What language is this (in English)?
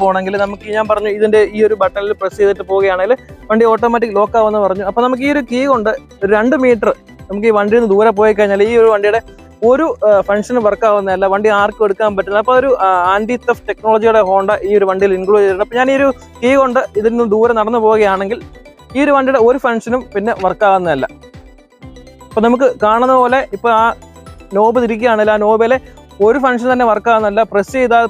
Malayalam